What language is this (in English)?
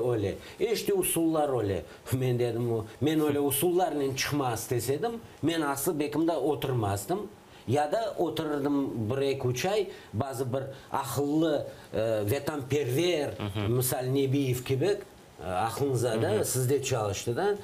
Crimean Tatar